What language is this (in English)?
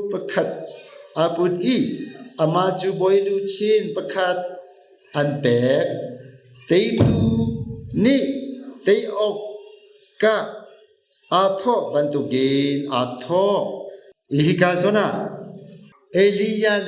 Hakha Chin